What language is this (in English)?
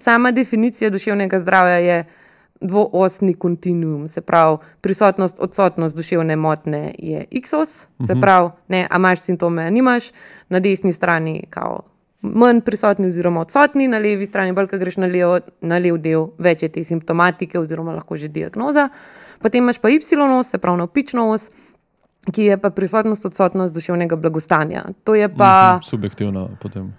Slovenian